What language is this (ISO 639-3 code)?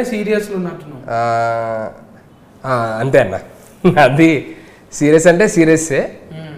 tel